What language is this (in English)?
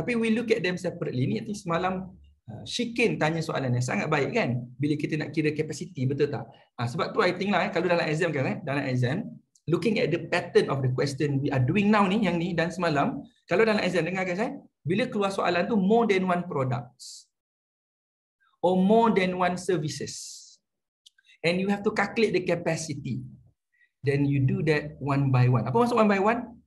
Malay